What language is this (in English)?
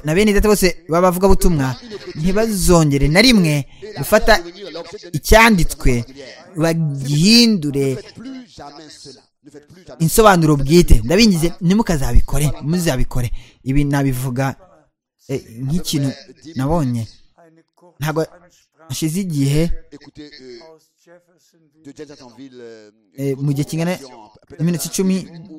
Kinyarwanda